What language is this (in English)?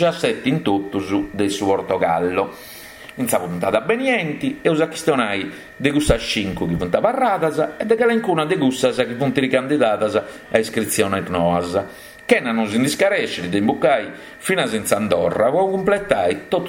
Sardinian